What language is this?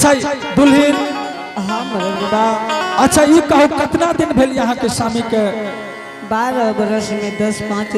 Angika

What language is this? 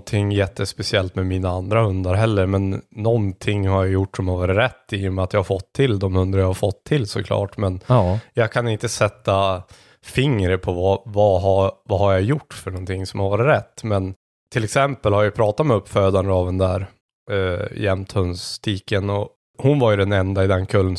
Swedish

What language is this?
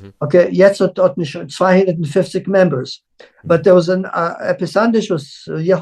Yiddish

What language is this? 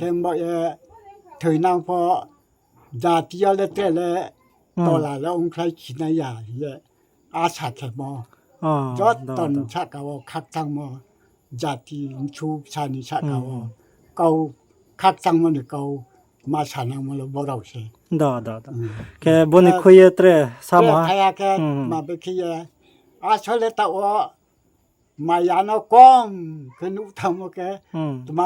Riang (India)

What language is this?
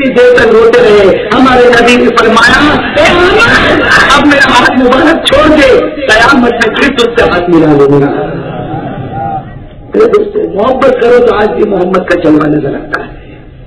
Urdu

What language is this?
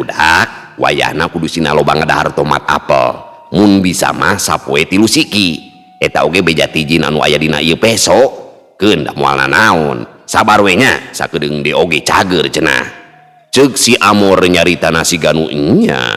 Sundanese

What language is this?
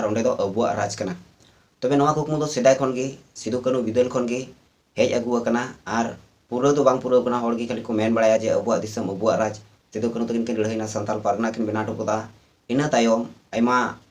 Santali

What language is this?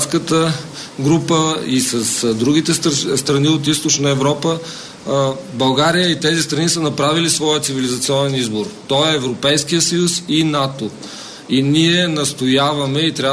Bulgarian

